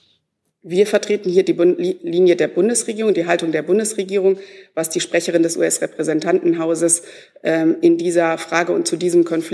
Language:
German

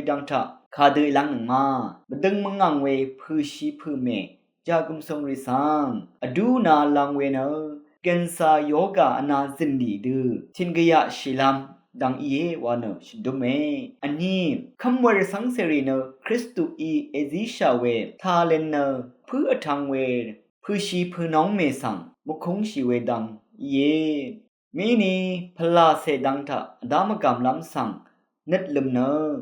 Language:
Rawang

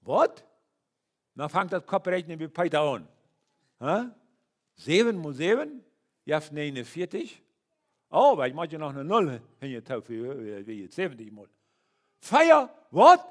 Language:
Plautdietsch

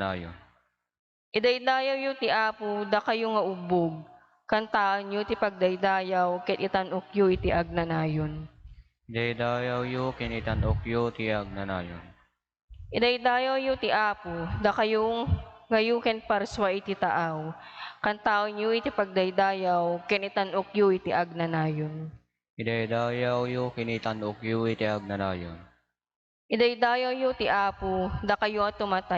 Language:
Iloko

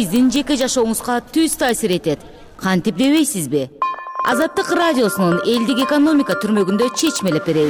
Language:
Kyrgyz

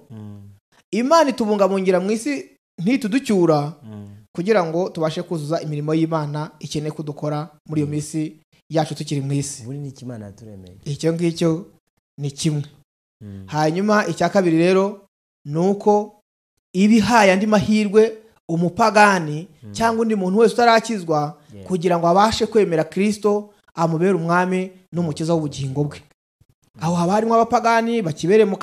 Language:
Kinyarwanda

